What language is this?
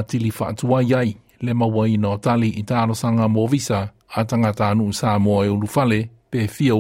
Samoan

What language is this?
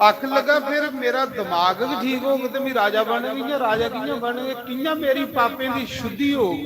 Dogri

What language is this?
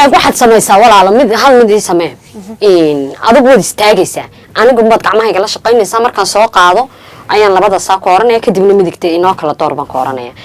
Somali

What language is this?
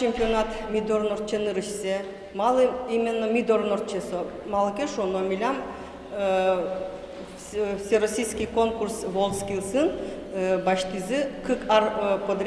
Udmurt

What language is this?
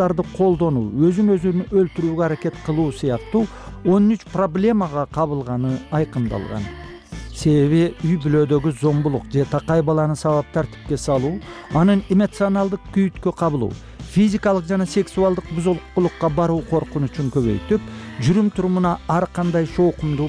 Kyrgyz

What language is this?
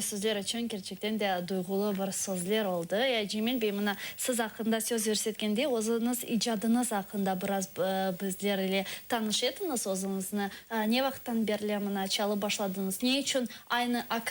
Crimean Tatar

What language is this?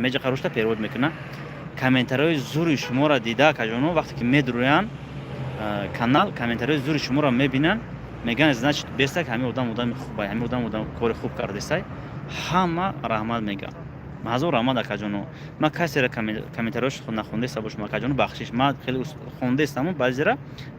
Tajik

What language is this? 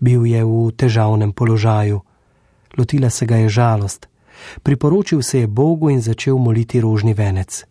Slovenian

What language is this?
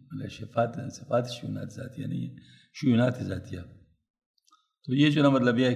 Urdu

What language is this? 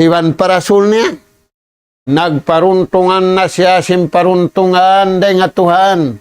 Tausug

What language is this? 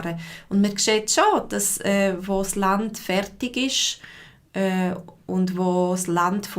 Swiss German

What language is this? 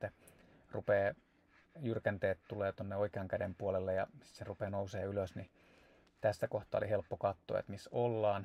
Finnish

